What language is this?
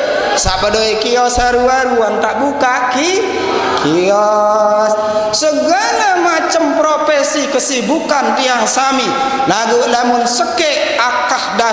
Sasak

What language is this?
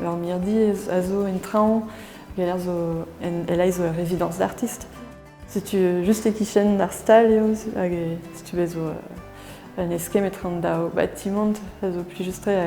Breton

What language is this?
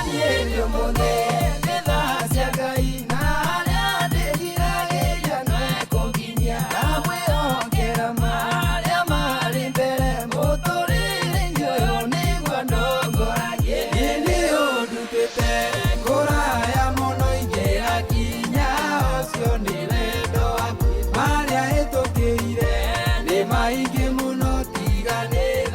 Kikuyu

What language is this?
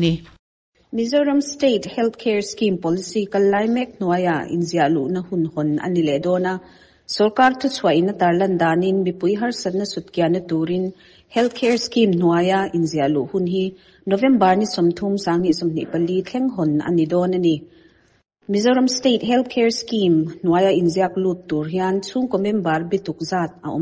Mizo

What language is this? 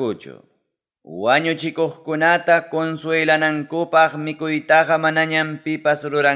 Ayacucho Quechua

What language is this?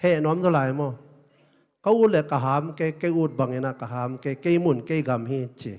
Tedim Chin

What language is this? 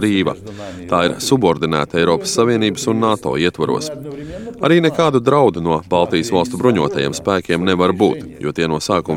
Latvian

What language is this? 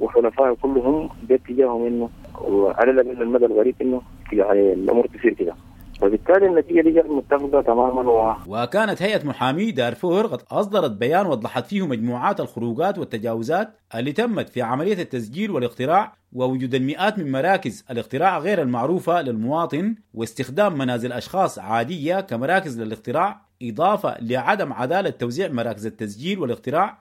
Sudanese Arabic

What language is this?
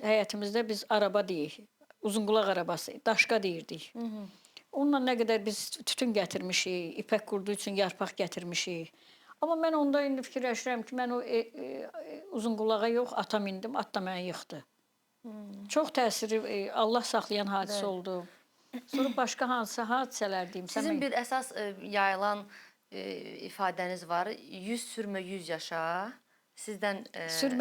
Azerbaijani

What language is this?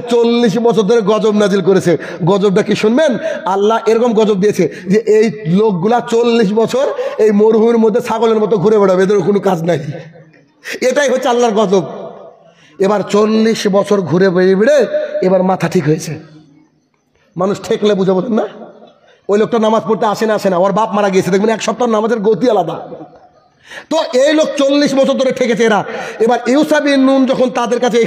Bangla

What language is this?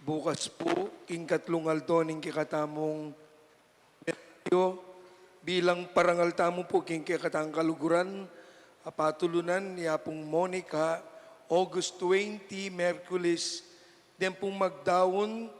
Pampanga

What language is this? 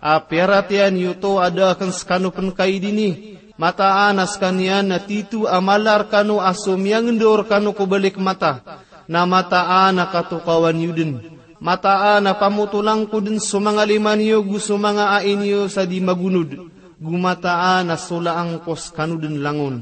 Maranao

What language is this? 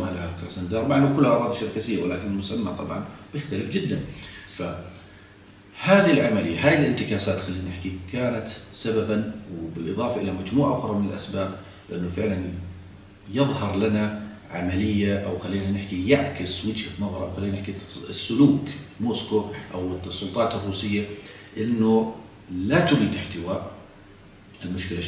South Levantine Arabic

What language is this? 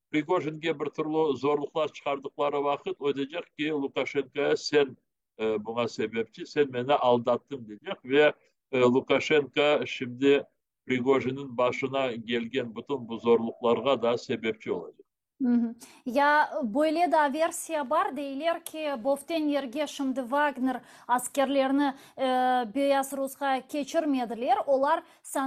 Crimean Tatar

